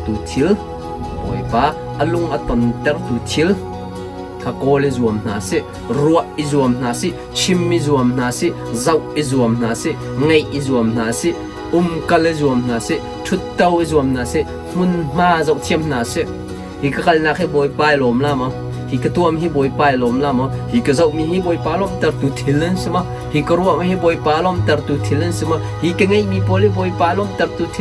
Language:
Hakha Chin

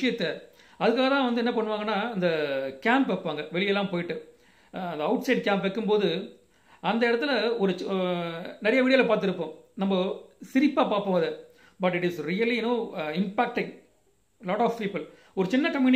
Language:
Tamil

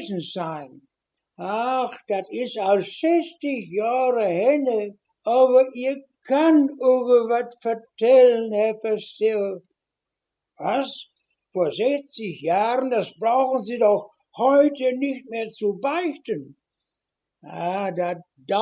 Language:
Westphalien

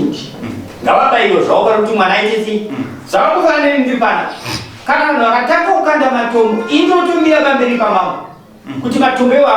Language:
Shona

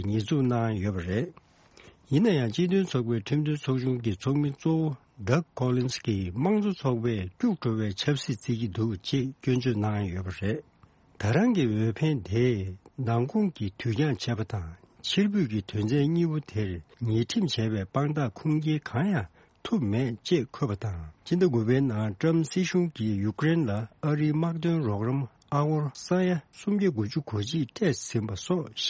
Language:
Tibetan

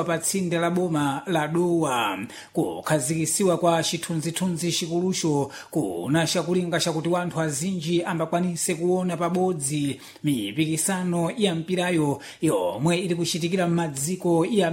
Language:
Sena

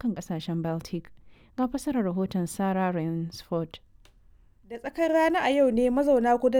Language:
Hausa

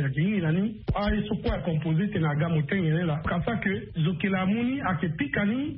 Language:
Sango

